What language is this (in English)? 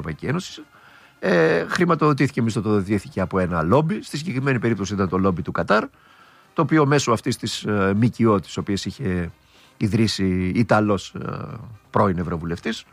Greek